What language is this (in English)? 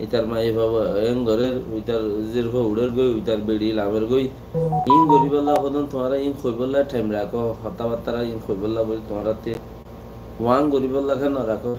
Rohingya